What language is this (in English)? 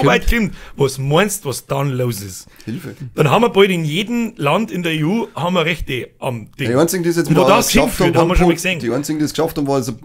Bavarian